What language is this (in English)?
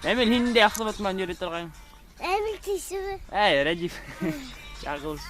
Bashkir